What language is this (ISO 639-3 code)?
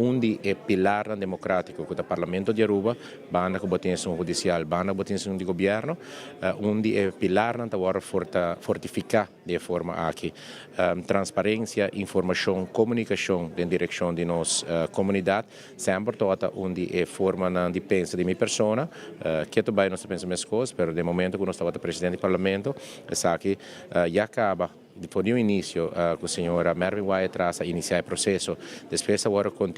pap